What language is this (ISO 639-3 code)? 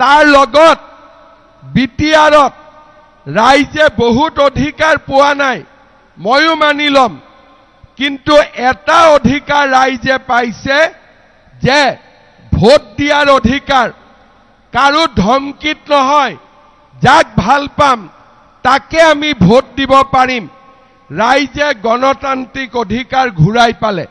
asm